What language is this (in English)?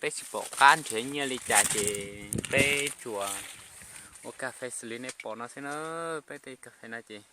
Hmong